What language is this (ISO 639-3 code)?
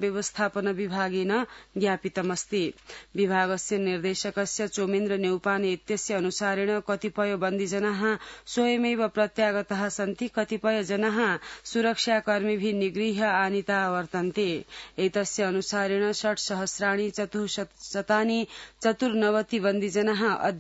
san